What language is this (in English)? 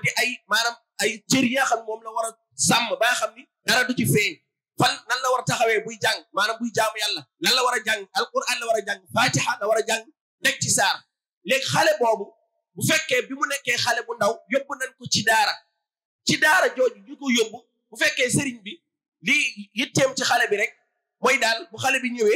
Wolof